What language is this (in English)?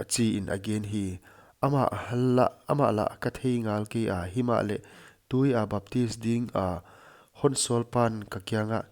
Paite Chin